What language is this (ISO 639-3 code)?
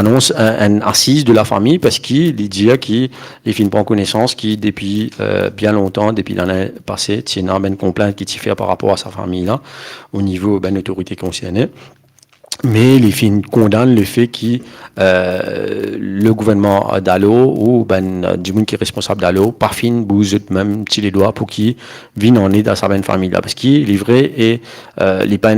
mfe